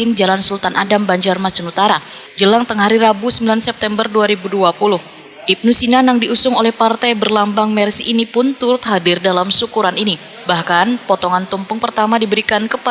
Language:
Banjar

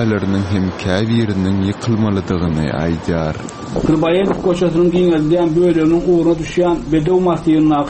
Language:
Turkmen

